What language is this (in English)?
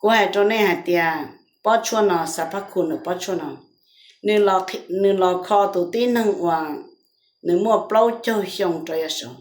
Hmong